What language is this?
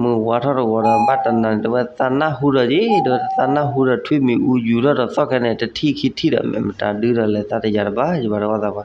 S'gaw Karen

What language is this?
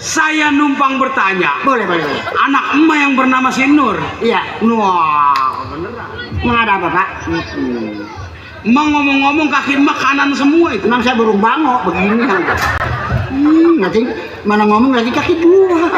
Betawi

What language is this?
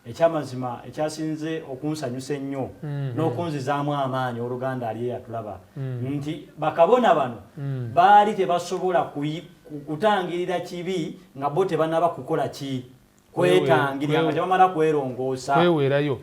Ganda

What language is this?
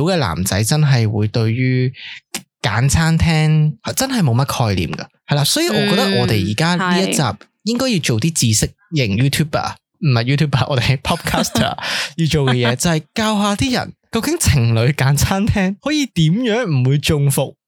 Cantonese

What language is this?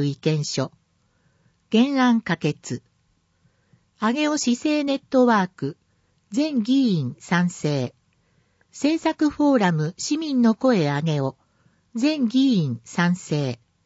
Japanese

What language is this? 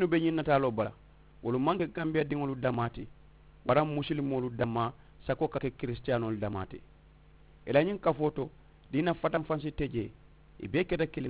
Mandingo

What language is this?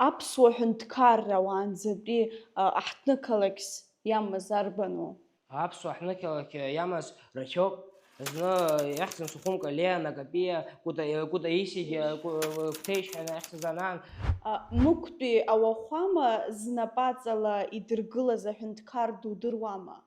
Abkhazian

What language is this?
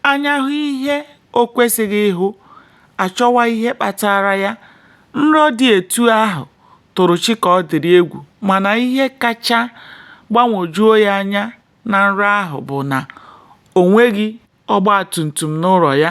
Igbo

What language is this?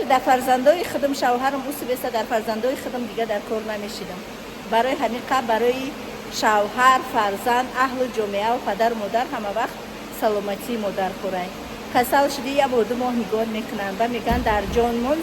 Tajik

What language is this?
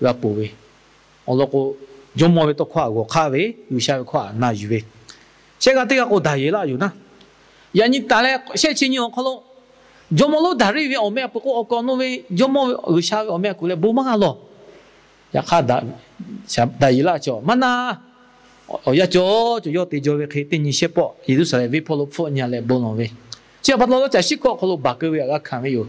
Lahu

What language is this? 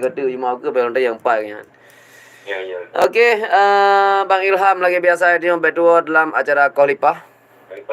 Achinese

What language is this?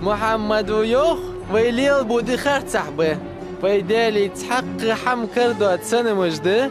Ingush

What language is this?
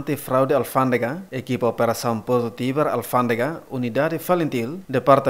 Tetum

